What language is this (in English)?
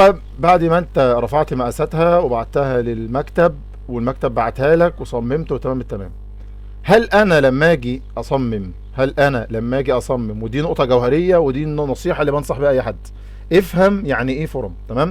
Egyptian Arabic